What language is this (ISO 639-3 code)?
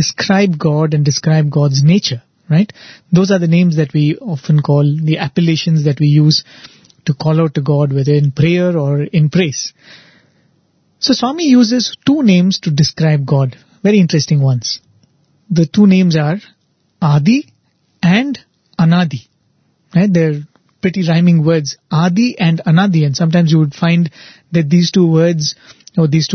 eng